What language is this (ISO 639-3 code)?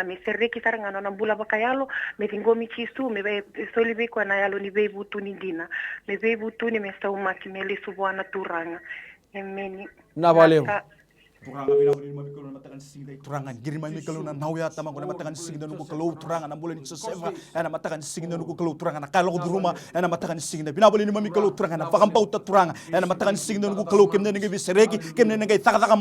fij